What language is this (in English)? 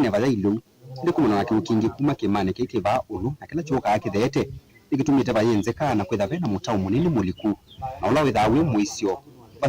Kamba